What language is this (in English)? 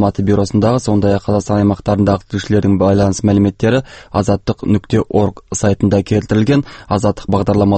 Kazakh